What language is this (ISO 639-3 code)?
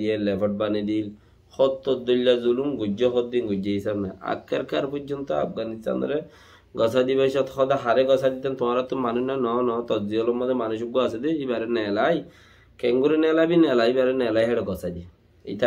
rhg